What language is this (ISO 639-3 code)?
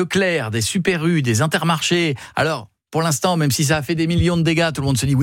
fra